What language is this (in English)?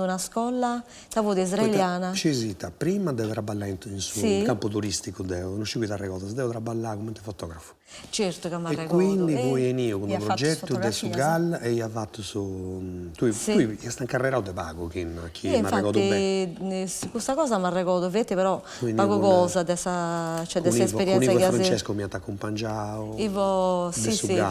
Sardinian